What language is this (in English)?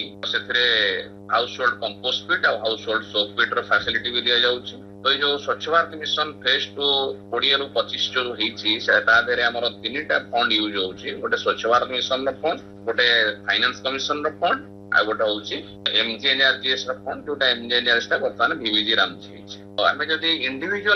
Odia